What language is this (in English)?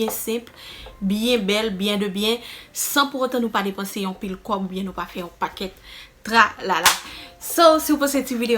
Haitian Creole